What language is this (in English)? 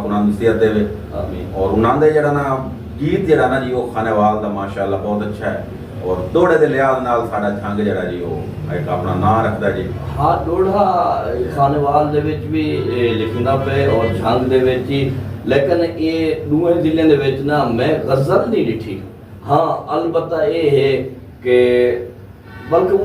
Saraiki